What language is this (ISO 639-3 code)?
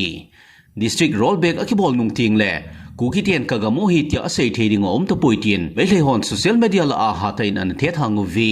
tcz